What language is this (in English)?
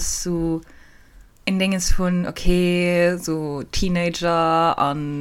Luxembourgish